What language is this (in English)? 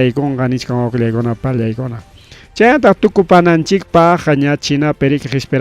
Ayacucho Quechua